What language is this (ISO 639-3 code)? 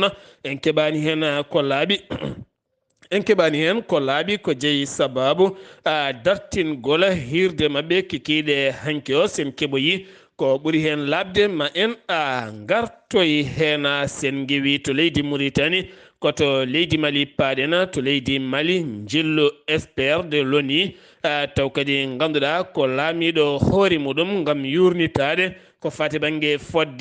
ful